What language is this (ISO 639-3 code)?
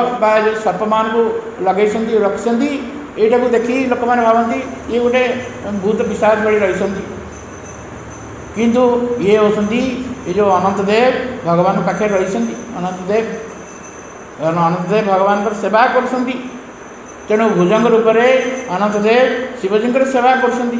ori